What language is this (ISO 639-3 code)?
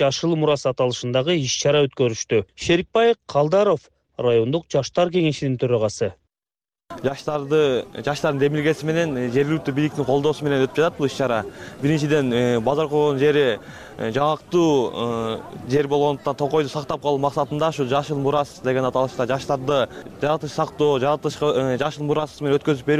kir